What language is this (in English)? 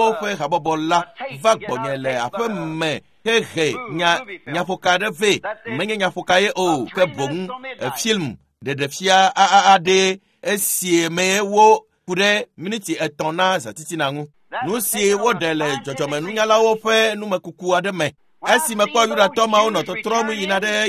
Ewe